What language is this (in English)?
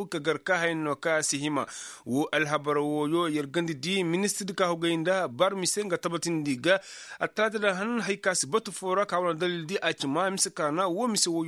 Koyraboro Senni